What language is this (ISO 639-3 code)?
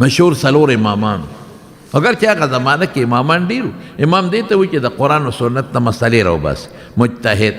pus